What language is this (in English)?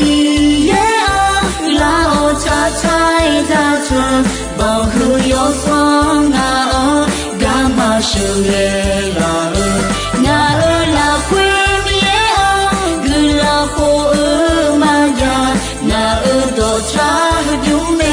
Akha